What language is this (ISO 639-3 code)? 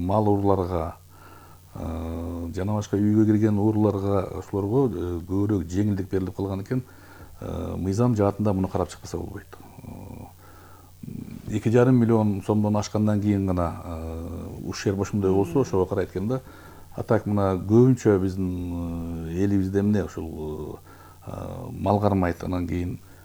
kir